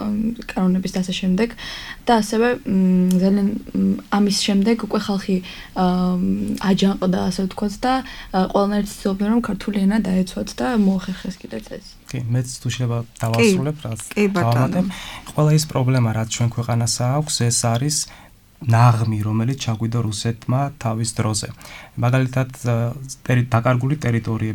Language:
Georgian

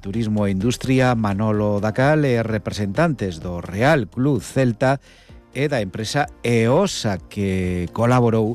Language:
Galician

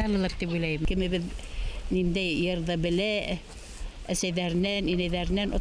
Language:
Bashkir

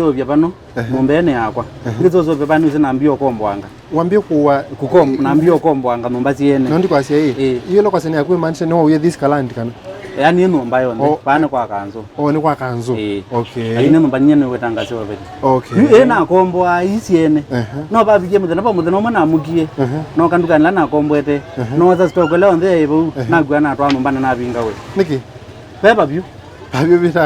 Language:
Kamba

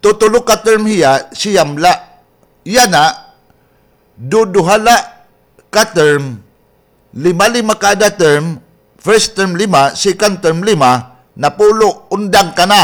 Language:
Waray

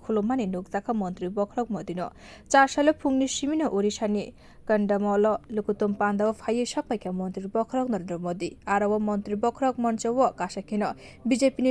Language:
Kok Borok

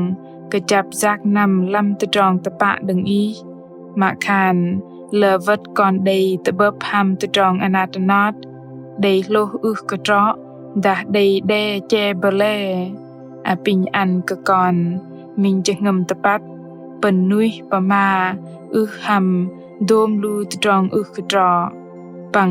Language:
Bahnar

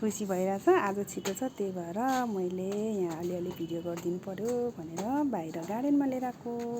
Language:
Nepali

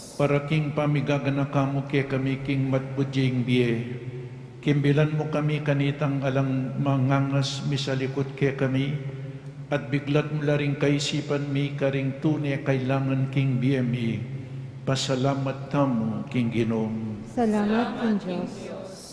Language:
Pampanga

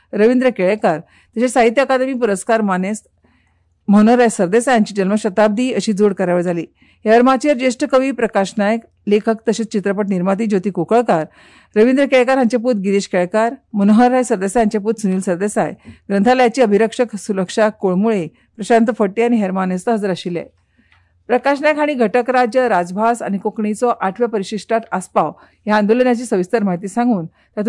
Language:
Konkani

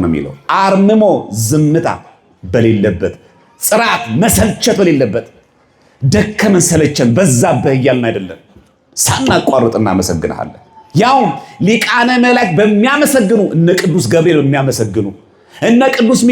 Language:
Amharic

